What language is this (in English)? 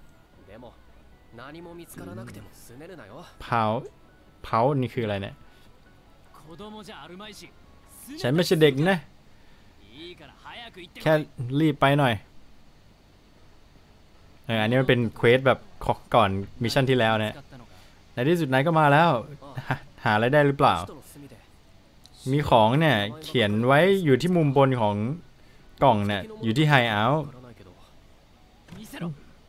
Thai